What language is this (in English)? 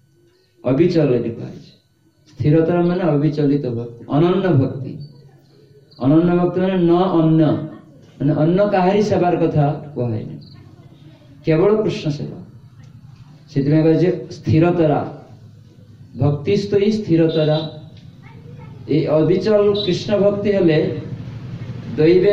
Odia